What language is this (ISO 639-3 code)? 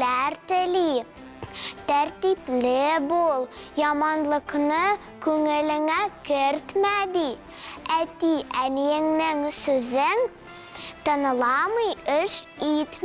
tat